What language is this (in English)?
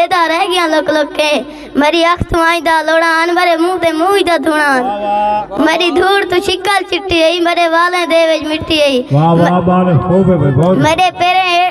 Saraiki